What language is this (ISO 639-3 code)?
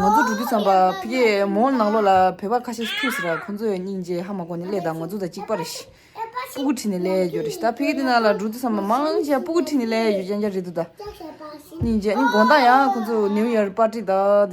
bod